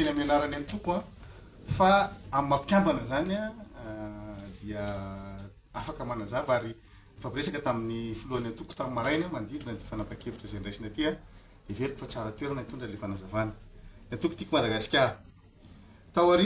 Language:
Malagasy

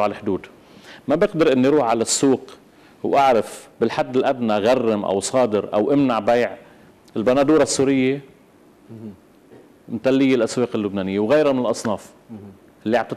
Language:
North Levantine Arabic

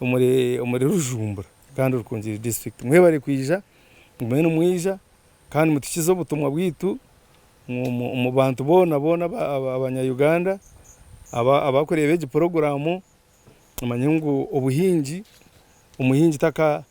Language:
Nyankole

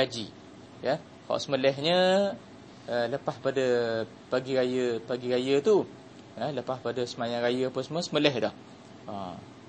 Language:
Malay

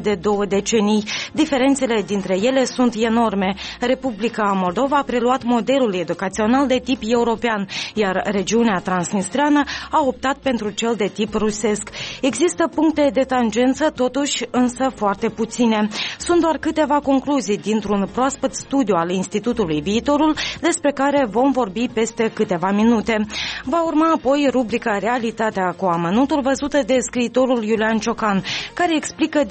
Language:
Romanian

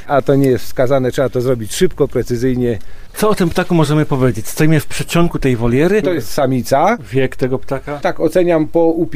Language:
Polish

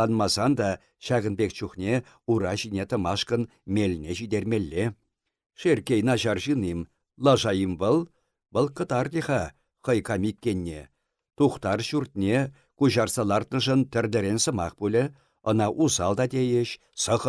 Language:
Chuvash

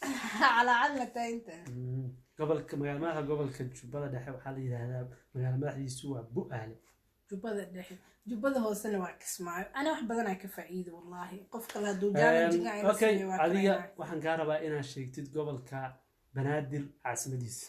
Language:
Somali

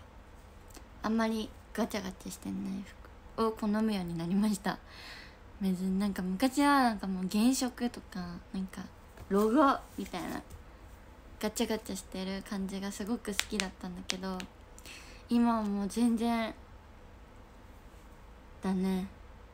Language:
Japanese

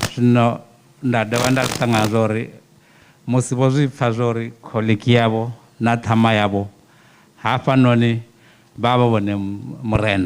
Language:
Venda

